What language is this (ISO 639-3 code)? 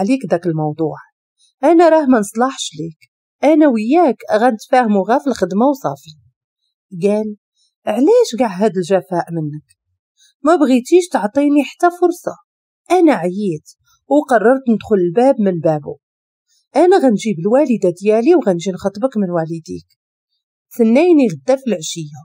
ary